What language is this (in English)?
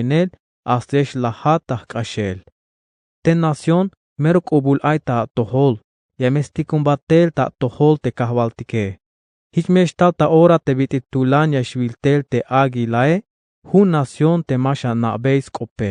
Tzeltal